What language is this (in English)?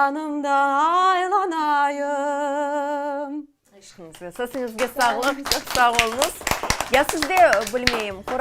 Crimean Tatar